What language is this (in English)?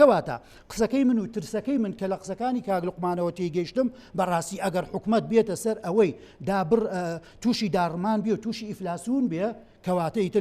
Central Kurdish